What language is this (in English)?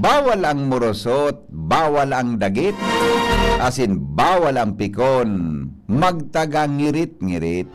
Bikol